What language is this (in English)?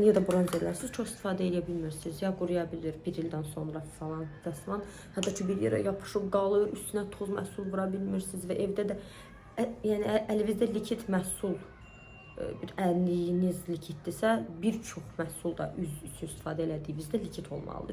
Azerbaijani